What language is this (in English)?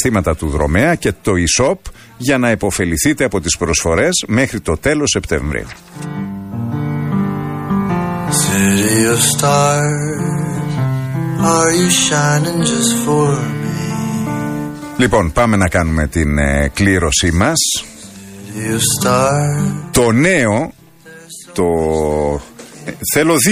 Greek